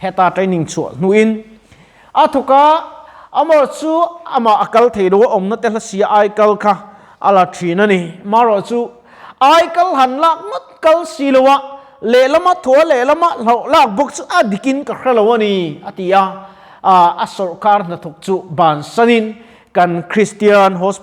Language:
Mizo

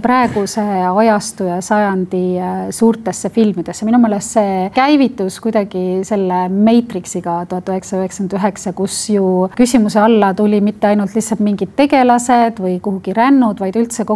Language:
Estonian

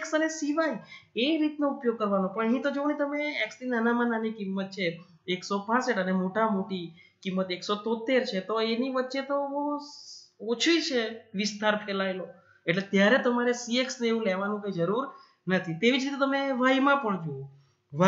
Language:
Gujarati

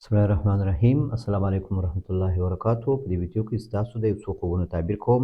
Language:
Pashto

